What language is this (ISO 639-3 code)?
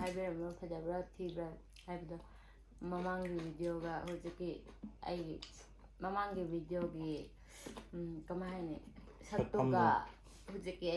mni